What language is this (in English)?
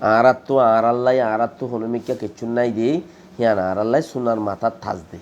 Rohingya